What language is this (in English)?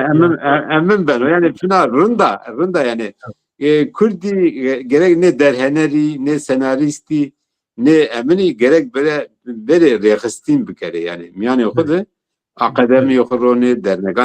Zaza